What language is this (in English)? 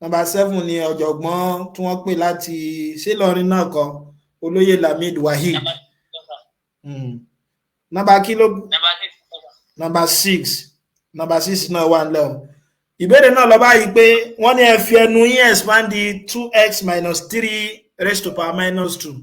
Yoruba